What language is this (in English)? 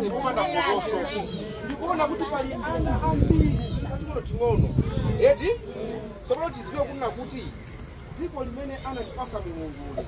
Nyanja